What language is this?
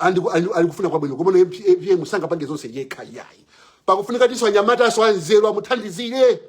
Nyanja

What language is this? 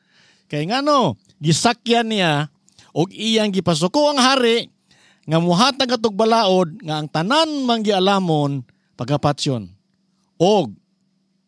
Cebuano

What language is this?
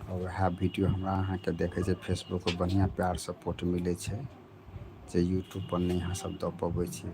Maithili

